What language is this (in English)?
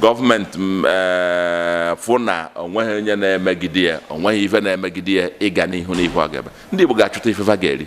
Igbo